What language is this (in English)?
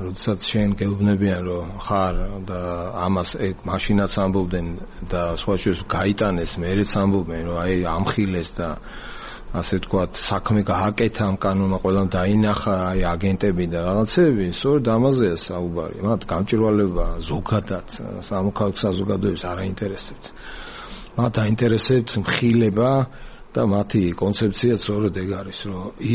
Georgian